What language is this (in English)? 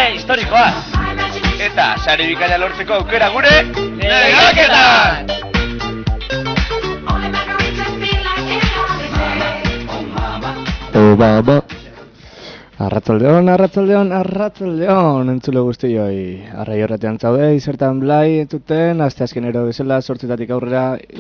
Basque